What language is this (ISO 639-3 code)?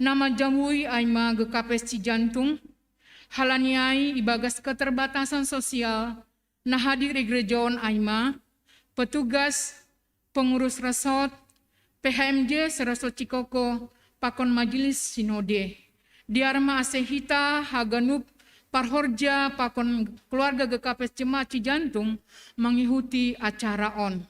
bts